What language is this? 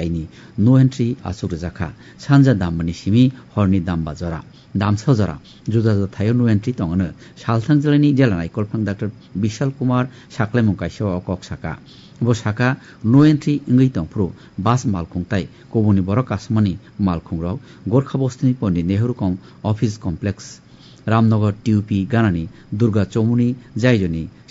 Kok Borok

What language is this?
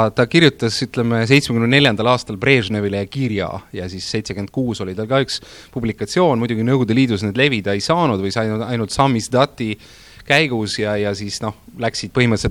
Estonian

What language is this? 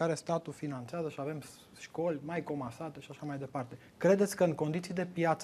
Romanian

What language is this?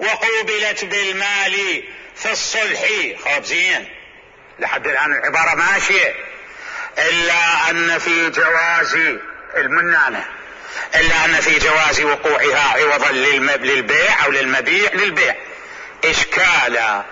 Mesopotamian Arabic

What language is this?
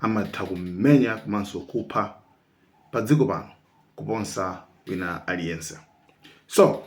Nyanja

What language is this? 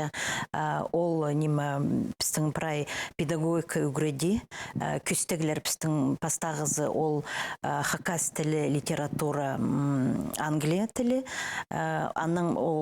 Khakas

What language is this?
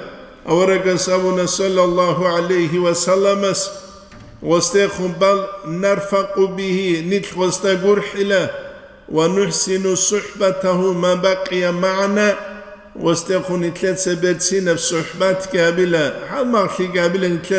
Avaric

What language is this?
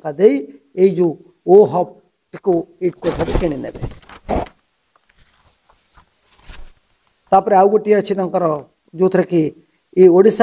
Odia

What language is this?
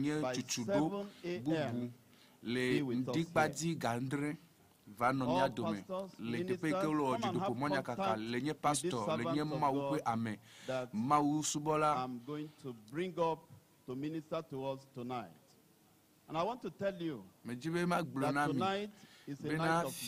Ewe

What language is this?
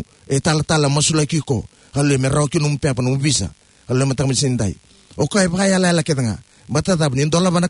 Fijian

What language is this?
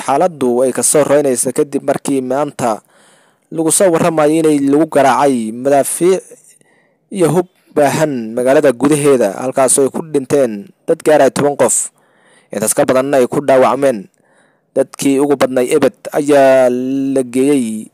Somali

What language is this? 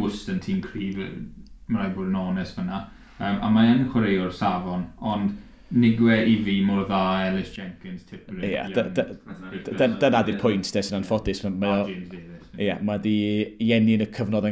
Welsh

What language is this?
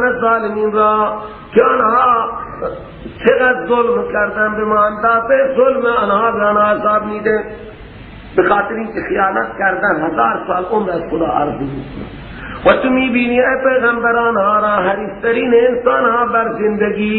Persian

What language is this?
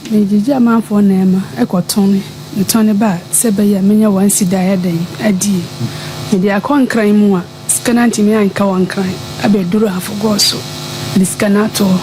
Akan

